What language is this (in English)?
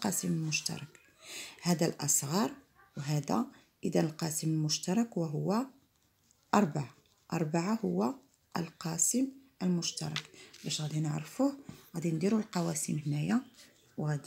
Moroccan Arabic